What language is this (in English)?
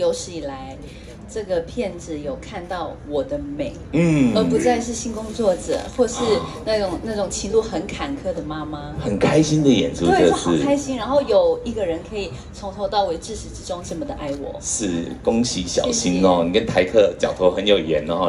Chinese